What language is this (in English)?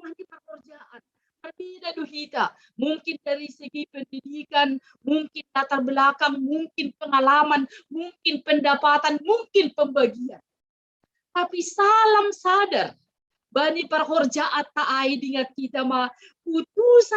Batak Simalungun